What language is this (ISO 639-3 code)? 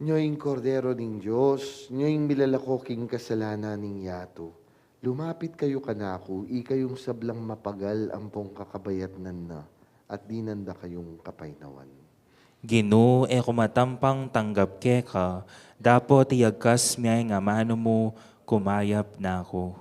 pam